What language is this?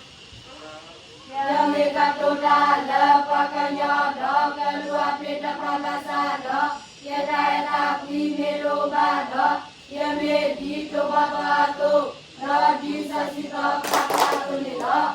S'gaw Karen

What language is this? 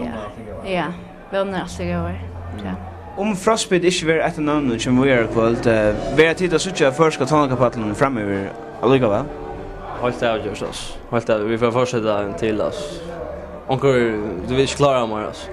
Faroese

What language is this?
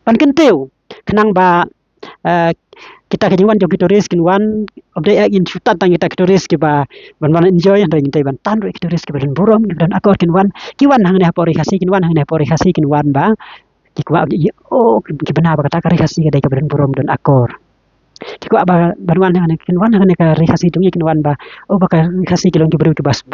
Khasi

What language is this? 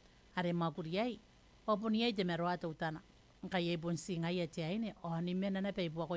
Gilbertese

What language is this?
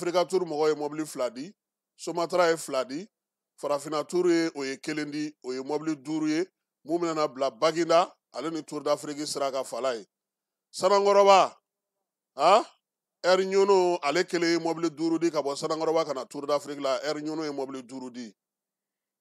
Bambara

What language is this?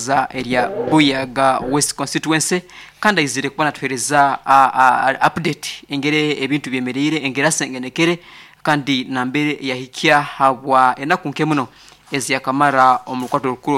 Nyankole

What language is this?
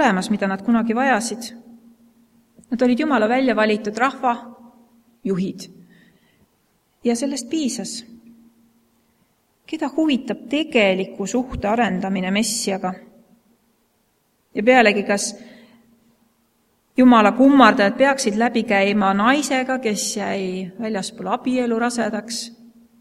Estonian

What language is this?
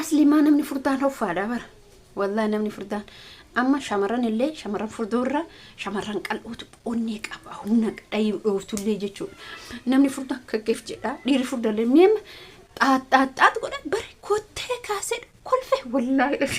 Oromo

